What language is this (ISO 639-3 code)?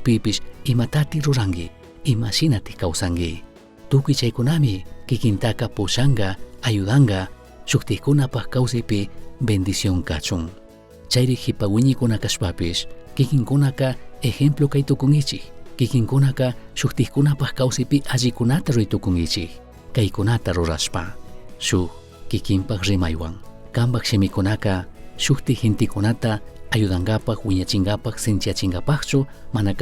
qug